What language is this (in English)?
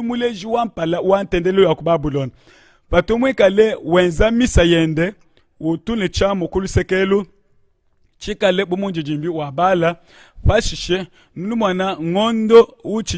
Luba-Lulua